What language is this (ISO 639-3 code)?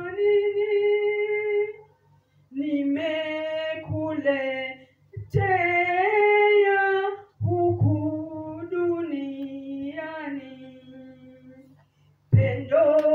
swa